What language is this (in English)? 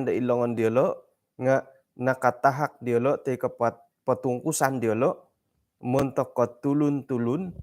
Central Dusun